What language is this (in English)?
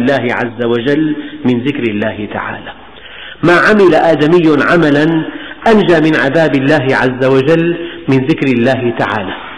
Arabic